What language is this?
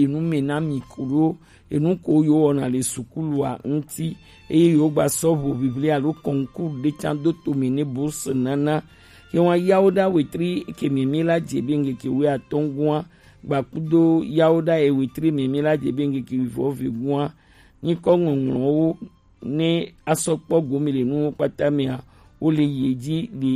Gen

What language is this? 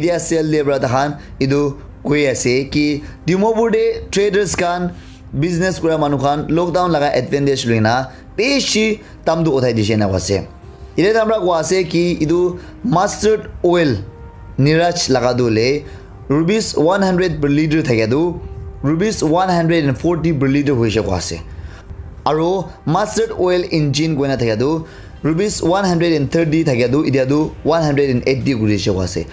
Naga Pidgin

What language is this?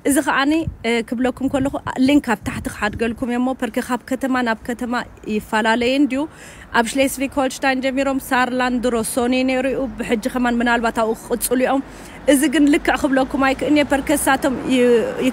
Tigrinya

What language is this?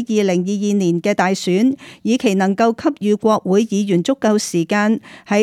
Cantonese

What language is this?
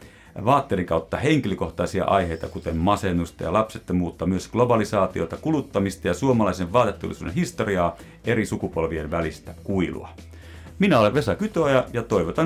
Finnish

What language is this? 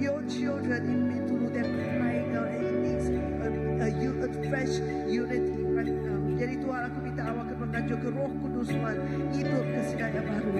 Iban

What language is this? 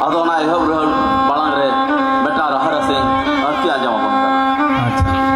Santali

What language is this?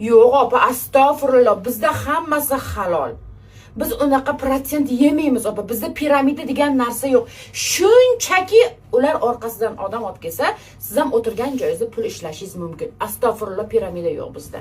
Uzbek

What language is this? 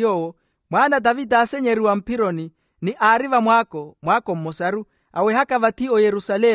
Makhuwa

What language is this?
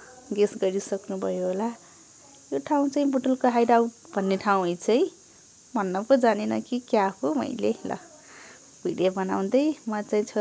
Nepali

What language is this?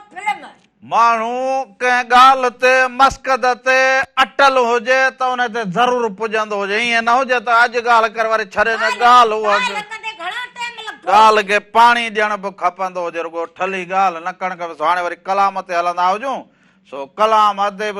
Sindhi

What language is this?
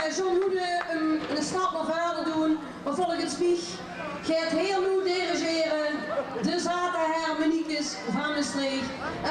Limburgish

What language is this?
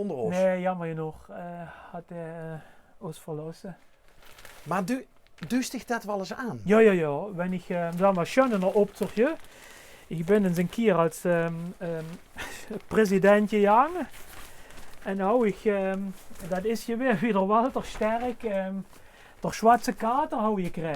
Limburgish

